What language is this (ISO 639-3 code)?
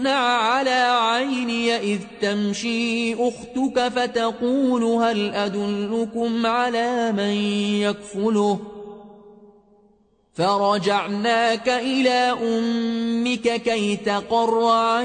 ara